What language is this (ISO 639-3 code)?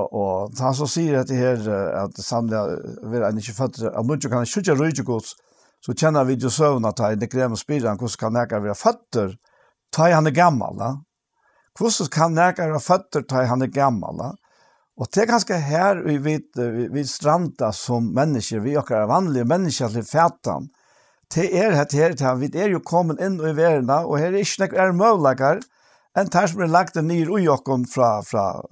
fao